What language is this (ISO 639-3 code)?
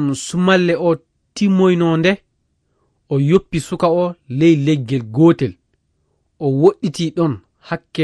ful